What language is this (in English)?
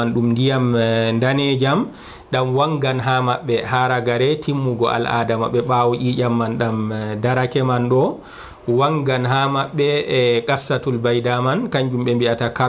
Fula